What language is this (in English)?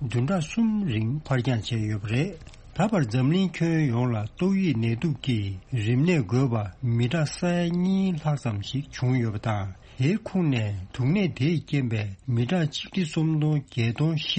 Tibetan